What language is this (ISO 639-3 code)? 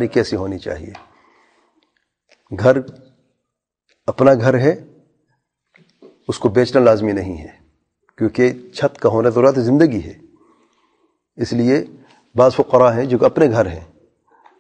urd